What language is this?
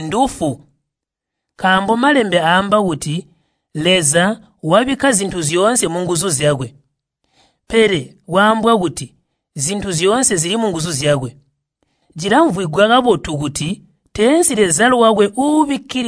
Tonga (Zambia)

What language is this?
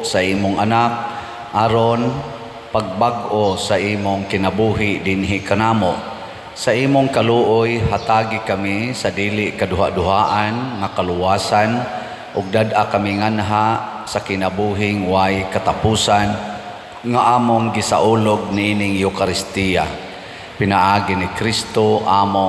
Cebuano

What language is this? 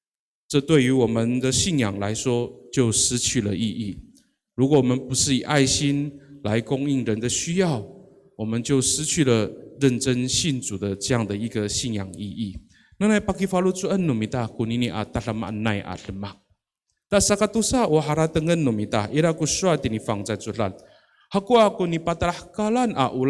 Amis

